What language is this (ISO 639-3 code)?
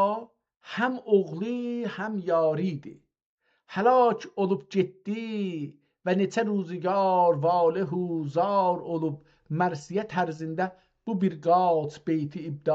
azb